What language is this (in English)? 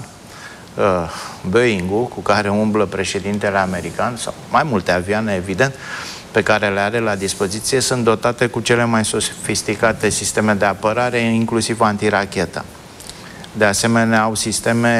Romanian